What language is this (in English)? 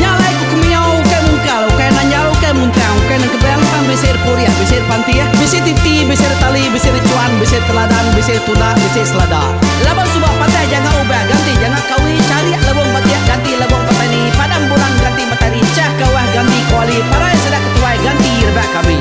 Iban